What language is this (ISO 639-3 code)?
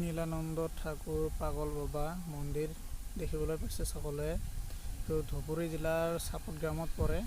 asm